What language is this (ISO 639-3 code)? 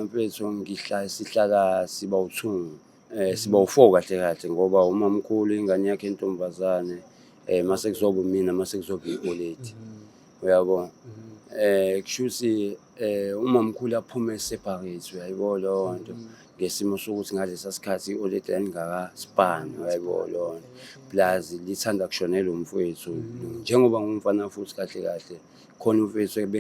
zul